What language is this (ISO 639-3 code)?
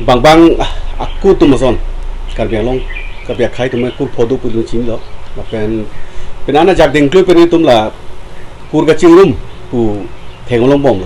mjw